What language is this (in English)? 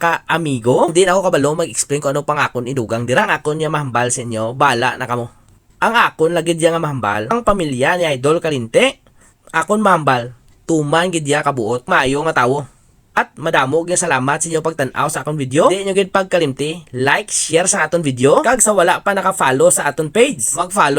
Hiligaynon